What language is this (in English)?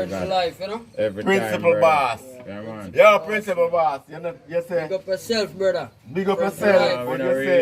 Jamaican Creole English